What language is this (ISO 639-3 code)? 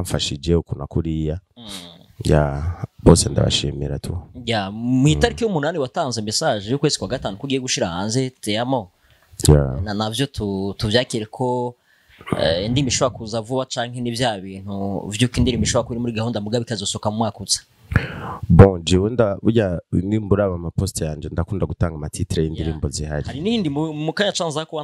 run